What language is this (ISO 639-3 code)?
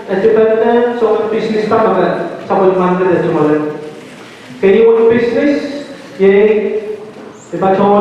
pon